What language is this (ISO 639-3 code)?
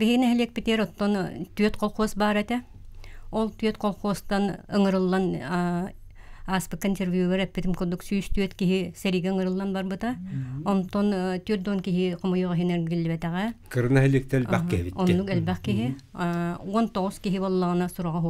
sah